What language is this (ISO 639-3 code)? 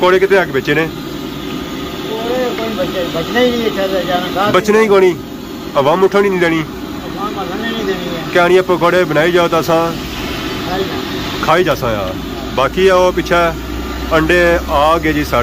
phr